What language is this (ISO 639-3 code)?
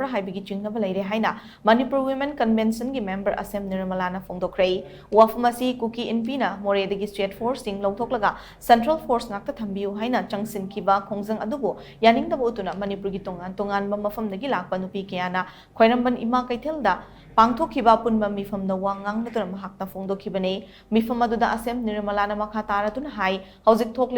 mni